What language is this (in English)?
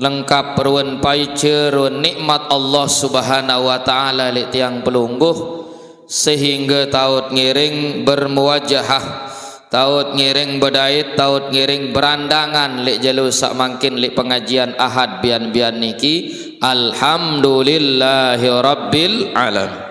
Sasak